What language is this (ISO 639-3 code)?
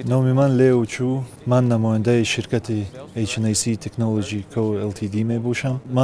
tgk